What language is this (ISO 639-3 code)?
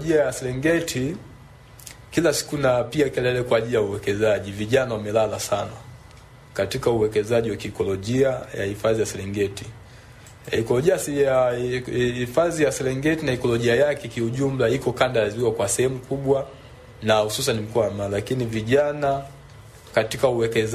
swa